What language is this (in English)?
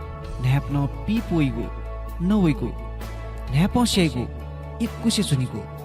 Newari